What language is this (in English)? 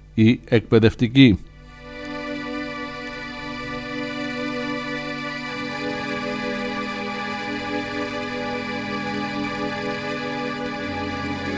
Greek